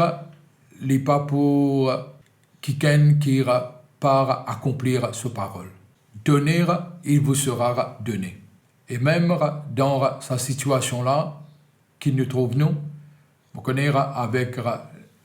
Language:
Morisyen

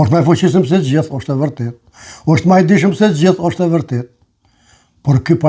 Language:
Albanian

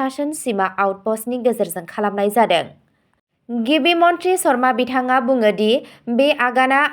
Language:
Bodo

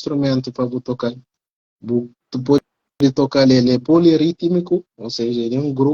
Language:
Kabuverdianu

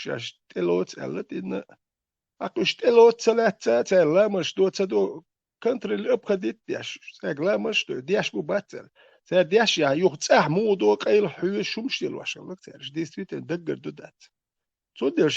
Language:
Chechen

